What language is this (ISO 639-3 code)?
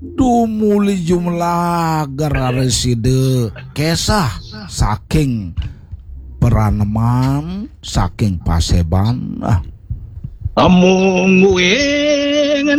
ban